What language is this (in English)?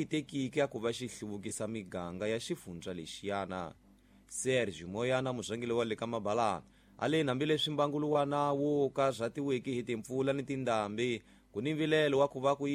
Tsonga